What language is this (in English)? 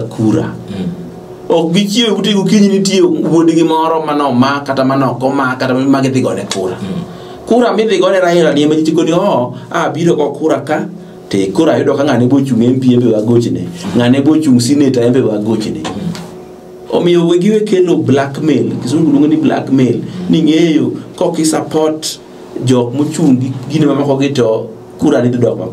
Luo (Kenya and Tanzania)